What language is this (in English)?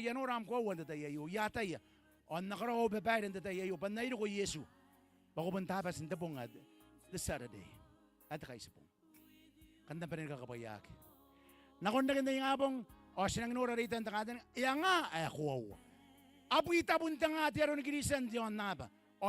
Gilbertese